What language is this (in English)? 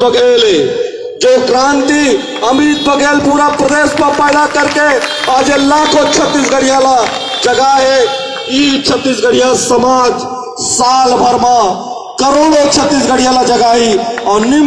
Chhattisgarhi